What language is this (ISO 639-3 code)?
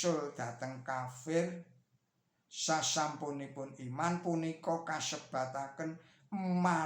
jav